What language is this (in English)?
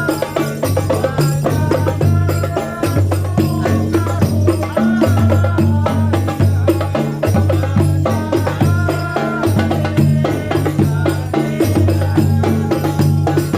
Betawi